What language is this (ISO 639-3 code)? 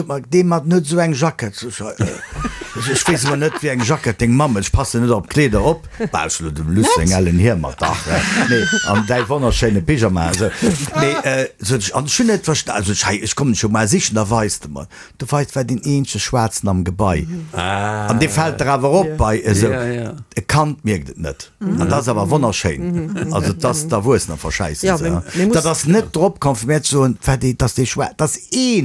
ltz